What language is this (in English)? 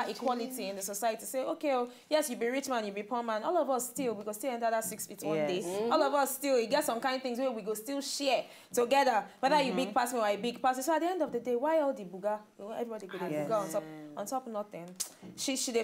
Nigerian Pidgin